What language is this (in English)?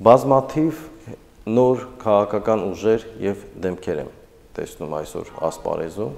Armenian